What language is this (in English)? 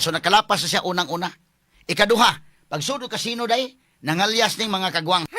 Cebuano